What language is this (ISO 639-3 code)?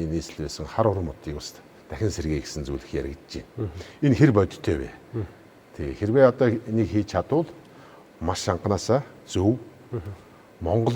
mon